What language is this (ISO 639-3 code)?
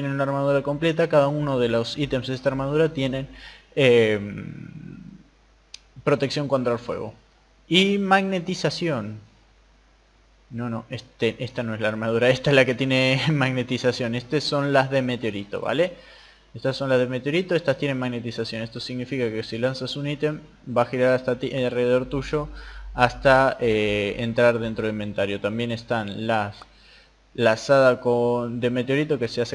spa